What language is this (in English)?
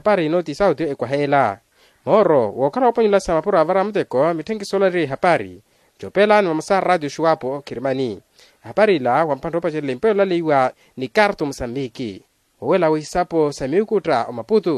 Makhuwa